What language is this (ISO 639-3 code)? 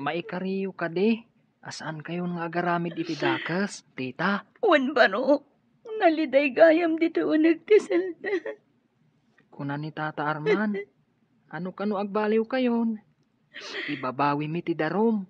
ilo